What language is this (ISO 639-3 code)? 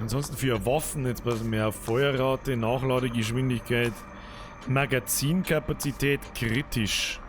bar